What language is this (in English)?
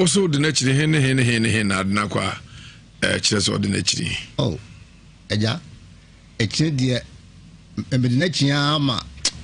Akan